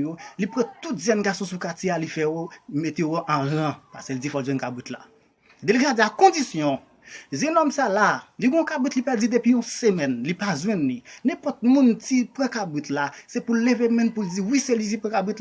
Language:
Haitian Creole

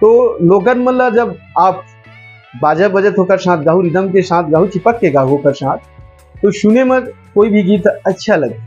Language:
Chhattisgarhi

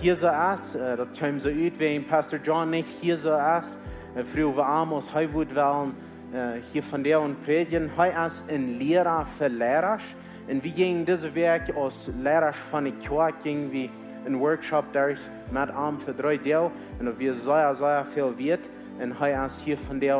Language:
Plautdietsch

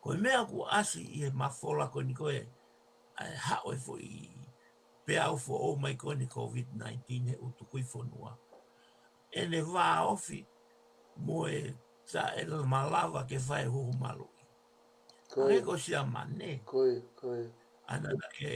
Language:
Tongan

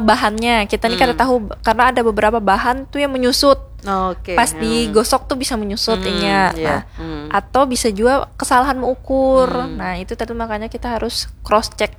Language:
Banjar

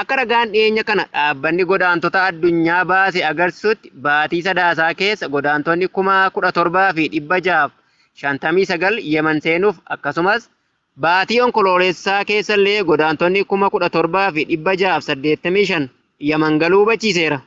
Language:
Oromo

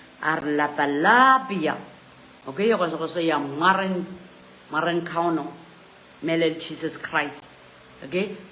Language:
Pohnpeian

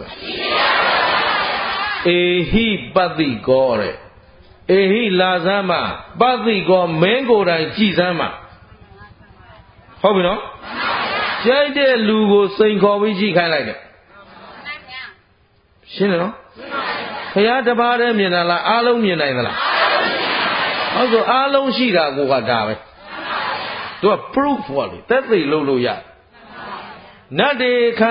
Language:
Burmese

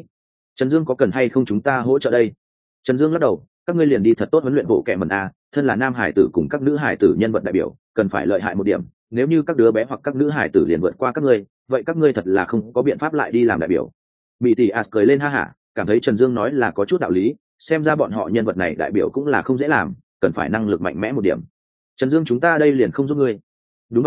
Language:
Vietnamese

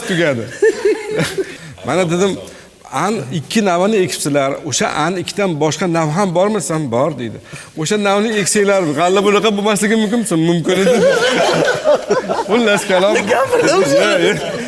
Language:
Uzbek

